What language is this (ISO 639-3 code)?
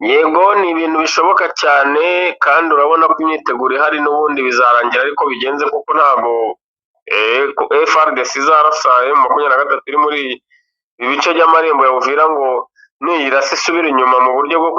kin